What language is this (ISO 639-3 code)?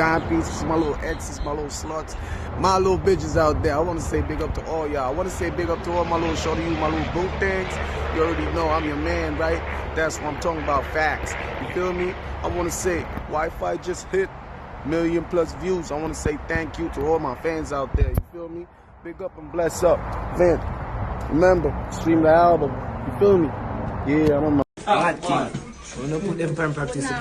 jam